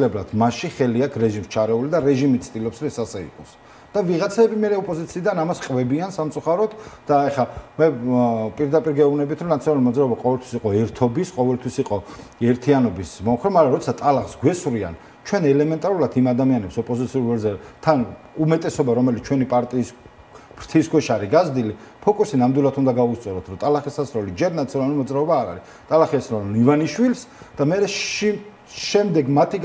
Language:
Georgian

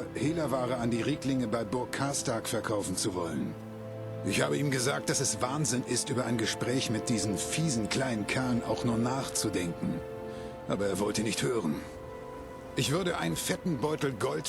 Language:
Bavarian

